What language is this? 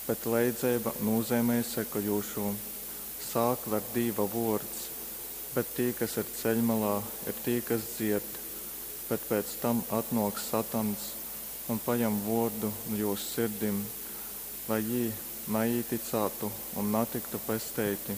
Latgalian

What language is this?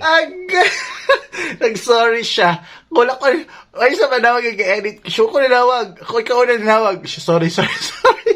Cebuano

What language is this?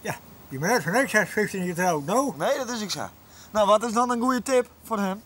Western Frisian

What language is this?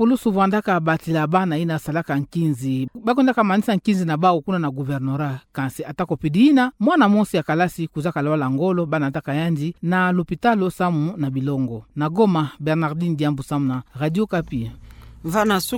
Kituba (Democratic Republic of Congo)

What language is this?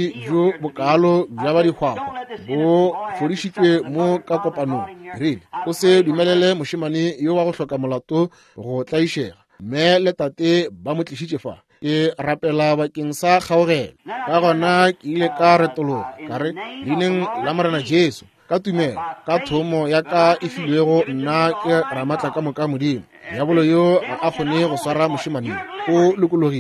Northern Sotho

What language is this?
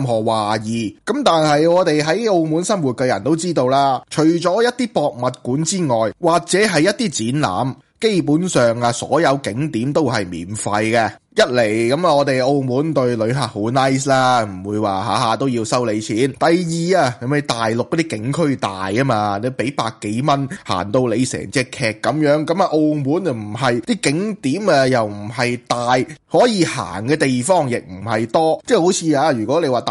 Cantonese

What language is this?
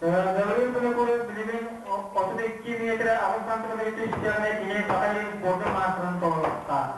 Yakut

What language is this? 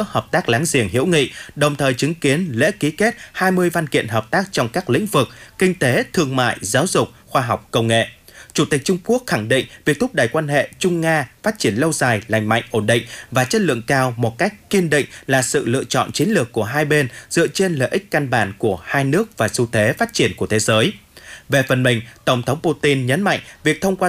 Vietnamese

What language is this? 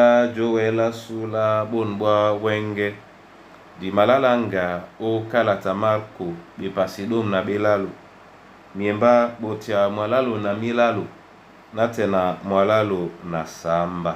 Duala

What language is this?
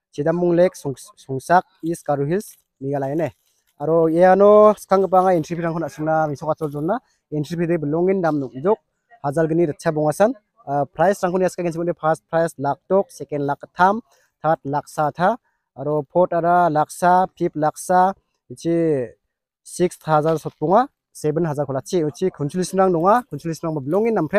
Garo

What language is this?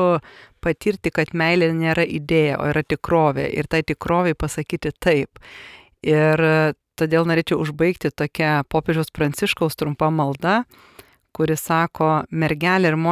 Lithuanian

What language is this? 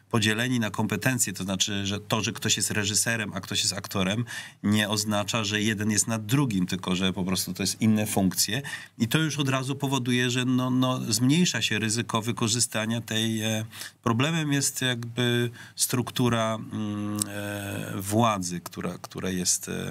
Polish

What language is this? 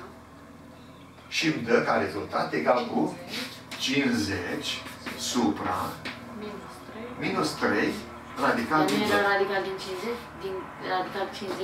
Romanian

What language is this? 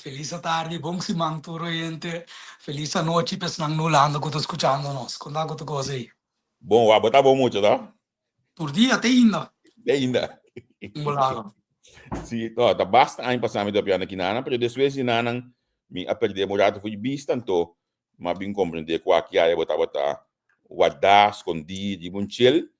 Papiamento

